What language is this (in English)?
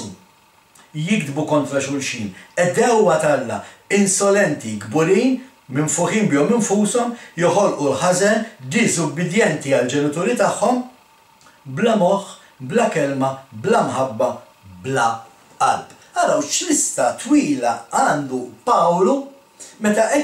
Maltese